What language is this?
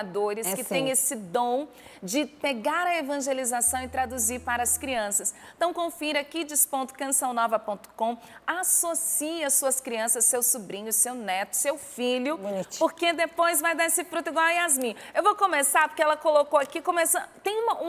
Portuguese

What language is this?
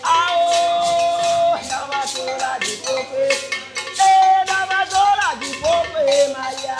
Ewe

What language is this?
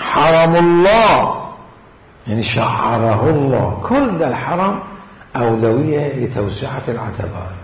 Mesopotamian Arabic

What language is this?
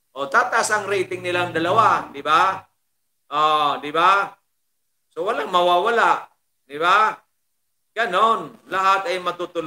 Filipino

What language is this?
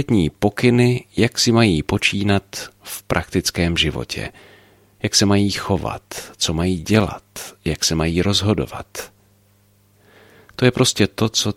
Czech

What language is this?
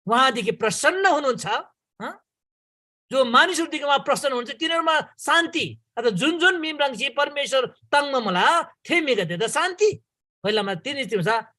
Eastern Tamang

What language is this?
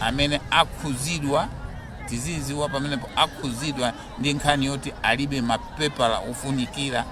Nyanja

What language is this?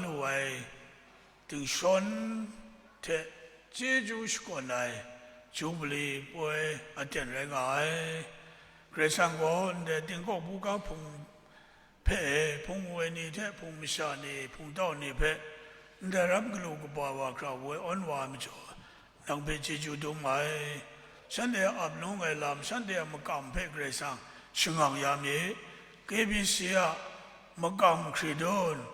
Kachin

